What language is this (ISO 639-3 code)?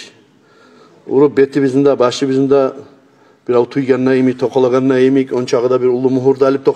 kum